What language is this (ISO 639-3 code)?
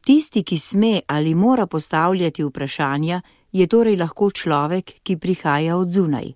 slv